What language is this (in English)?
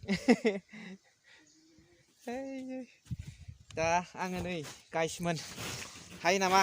Bodo